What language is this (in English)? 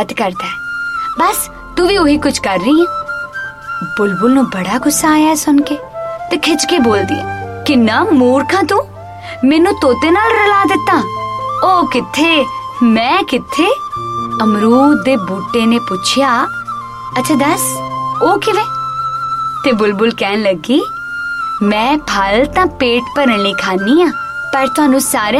Punjabi